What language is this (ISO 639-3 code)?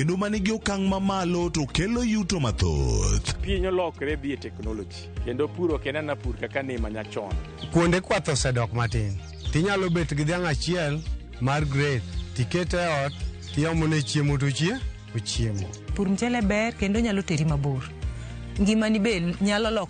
luo